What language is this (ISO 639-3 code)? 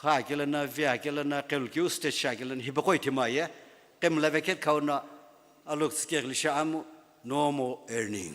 nsm